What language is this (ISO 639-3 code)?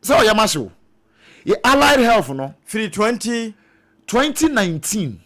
aka